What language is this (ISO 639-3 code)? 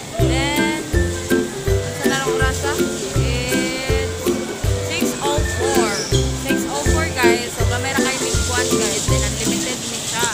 ceb